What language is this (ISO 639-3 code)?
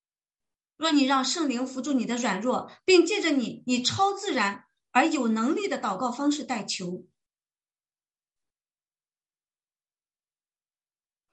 zho